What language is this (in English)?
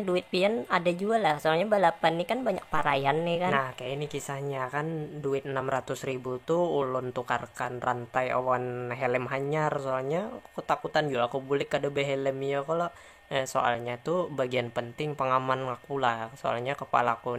Banjar